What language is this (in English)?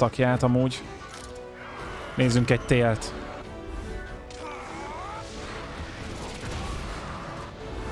Hungarian